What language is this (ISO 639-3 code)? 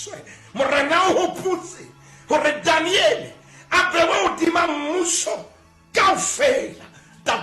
sot